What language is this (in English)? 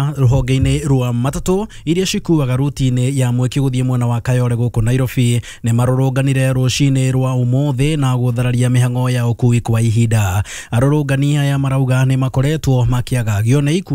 Kikuyu